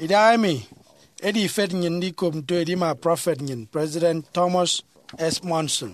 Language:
Efik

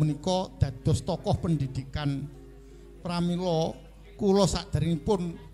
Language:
Javanese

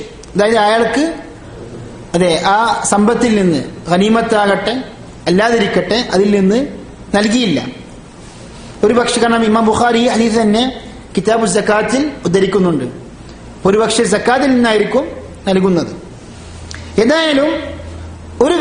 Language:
Malayalam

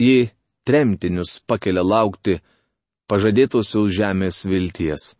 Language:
Lithuanian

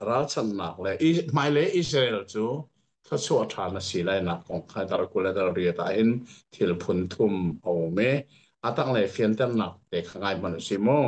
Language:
Hakha Chin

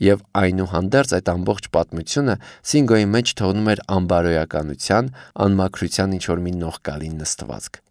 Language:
Armenian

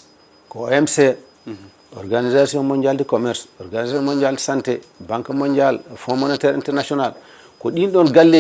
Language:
Fula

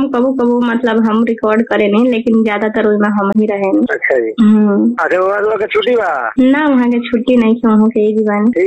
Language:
Bhojpuri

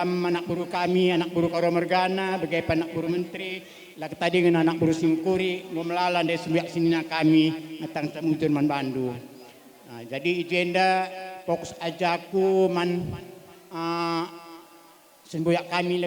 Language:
Batak Karo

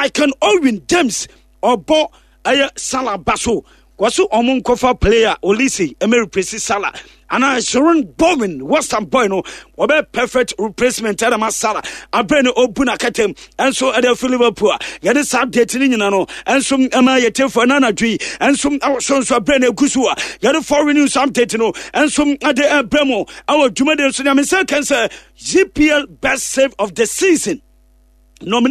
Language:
Akan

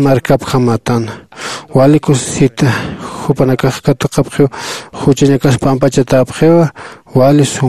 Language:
Aymara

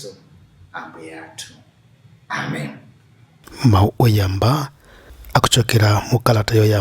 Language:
Nyanja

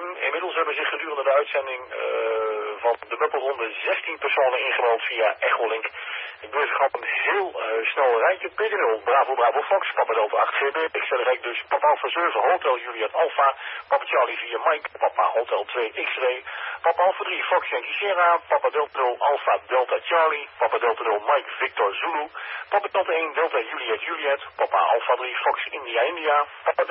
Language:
Dutch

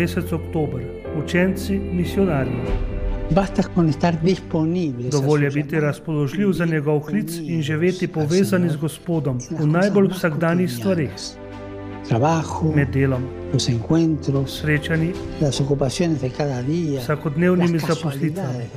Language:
Slovenian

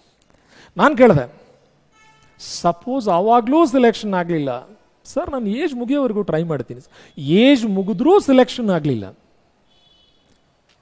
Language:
Kannada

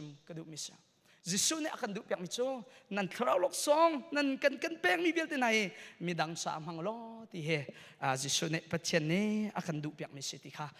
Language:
Hakha Chin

